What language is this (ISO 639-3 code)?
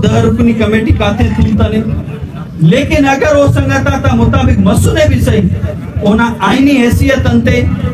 brh